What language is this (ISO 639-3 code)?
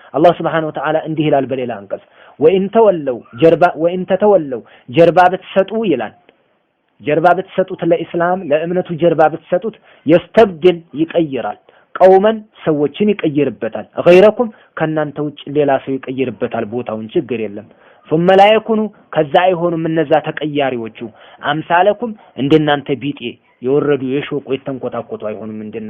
amh